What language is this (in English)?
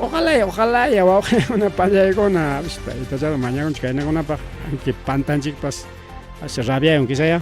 Ayacucho Quechua